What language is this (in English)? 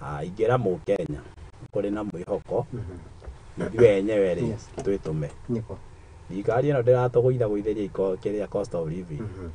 Kikuyu